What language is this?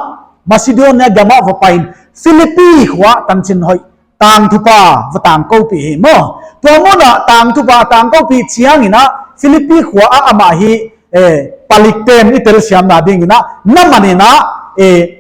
Paite Chin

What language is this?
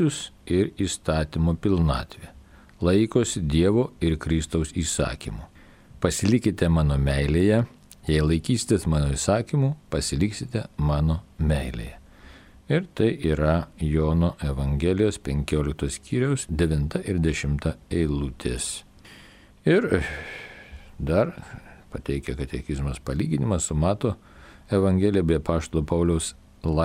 Lithuanian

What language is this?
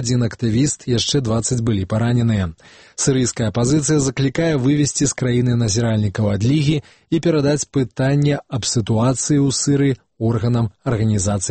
Belarusian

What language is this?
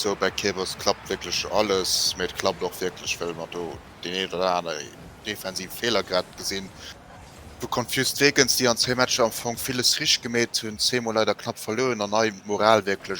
Luxembourgish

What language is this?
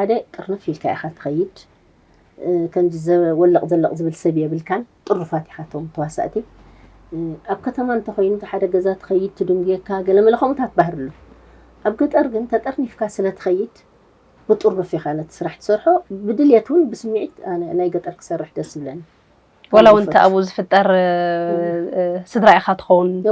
Tigrinya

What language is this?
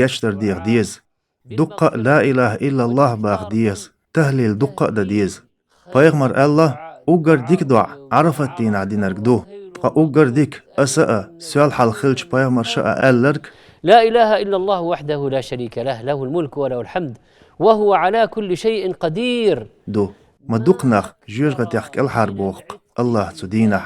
Chechen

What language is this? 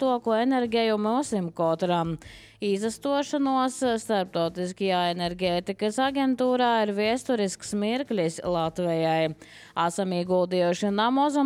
Latvian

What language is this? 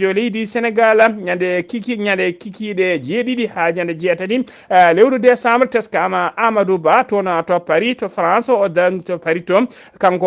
Fula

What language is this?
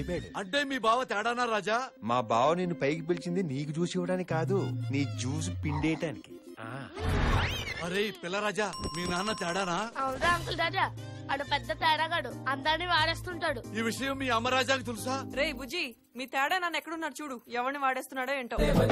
Telugu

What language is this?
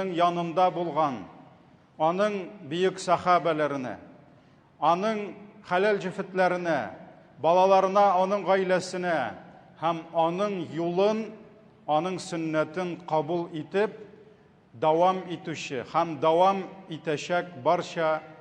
Tatar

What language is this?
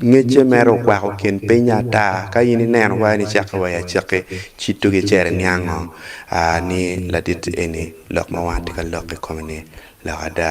Acoli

